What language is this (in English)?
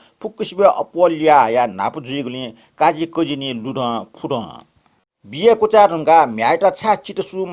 Newari